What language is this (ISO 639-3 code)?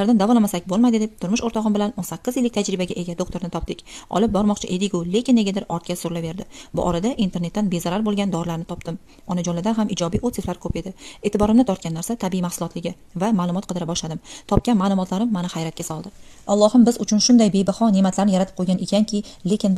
uzb